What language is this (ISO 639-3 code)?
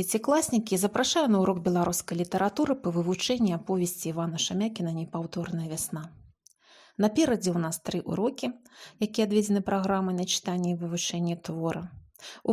bel